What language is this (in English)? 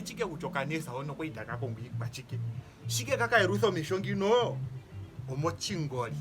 Ndonga